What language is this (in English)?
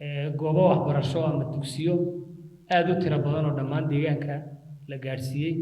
Somali